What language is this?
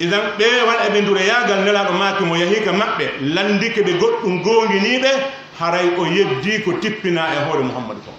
Pular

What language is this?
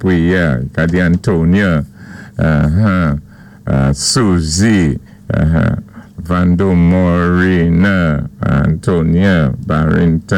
Saint Lucian Creole French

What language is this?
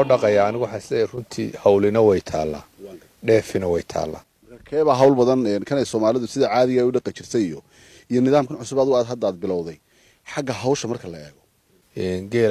Somali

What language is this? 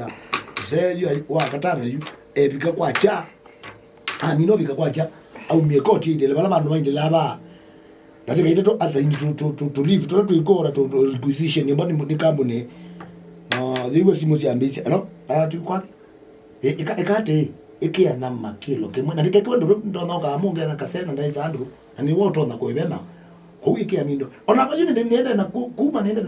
Kamba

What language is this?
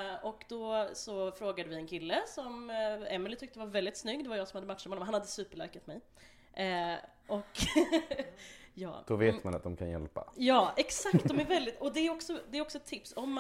Swedish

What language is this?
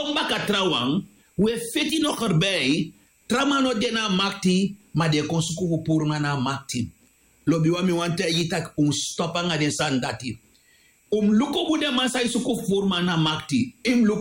Sranan Tongo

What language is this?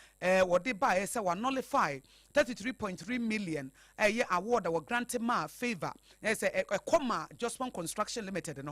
Akan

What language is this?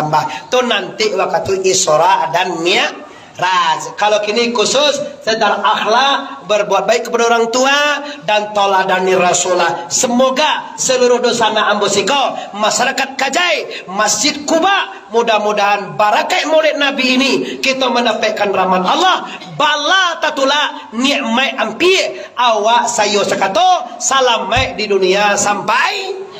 Minangkabau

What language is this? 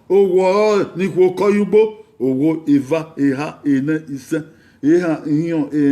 Bini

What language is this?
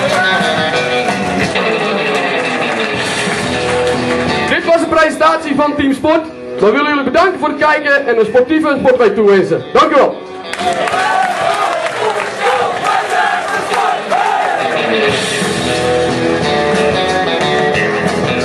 Dutch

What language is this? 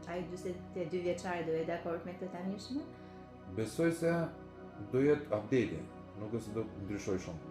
Albanian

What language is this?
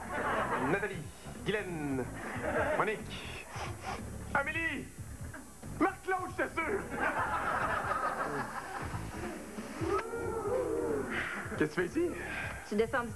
French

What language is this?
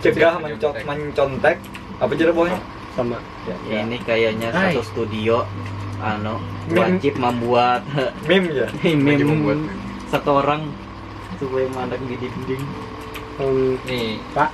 Banjar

